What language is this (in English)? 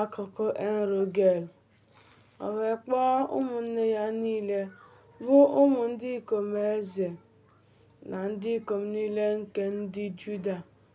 Igbo